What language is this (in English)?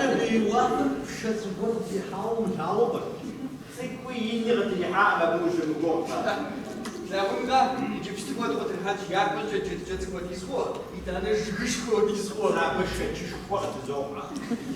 Kabardian